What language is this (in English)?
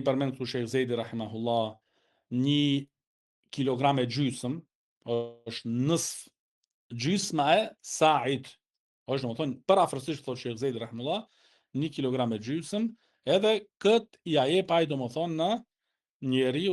Albanian